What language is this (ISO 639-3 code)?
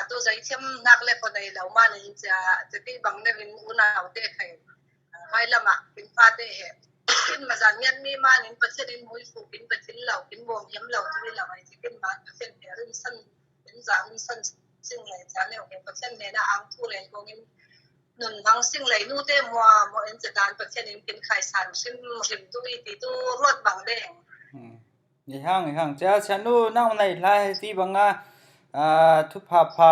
cfm